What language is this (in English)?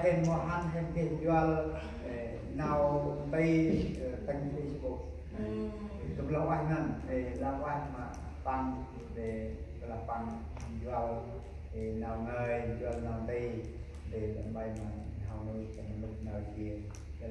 Central Mnong